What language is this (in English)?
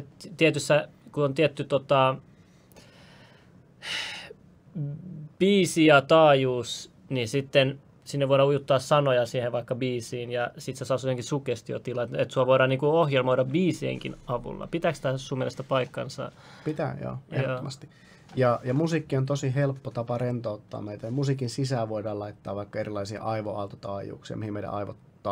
Finnish